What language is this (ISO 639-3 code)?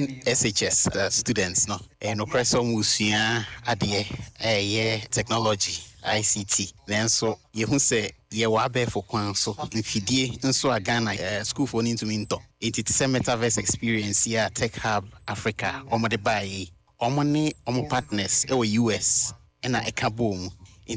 aka